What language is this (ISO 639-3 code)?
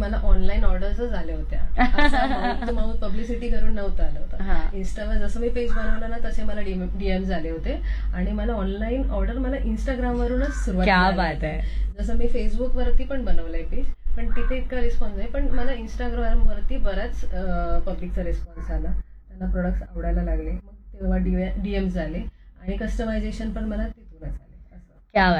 mar